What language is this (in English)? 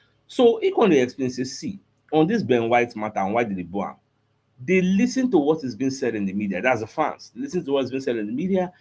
Nigerian Pidgin